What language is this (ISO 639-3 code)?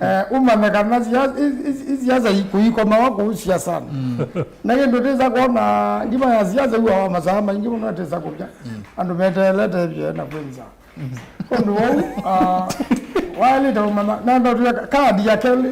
kam